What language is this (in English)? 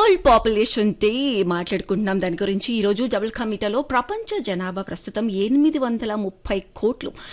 Telugu